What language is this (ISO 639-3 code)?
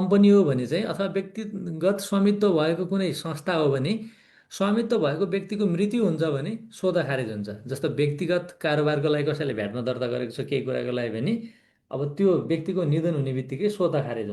nep